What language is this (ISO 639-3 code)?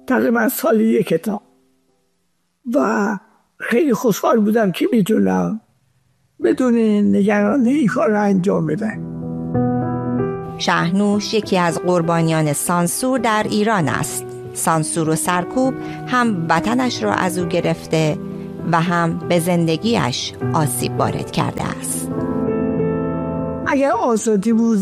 fas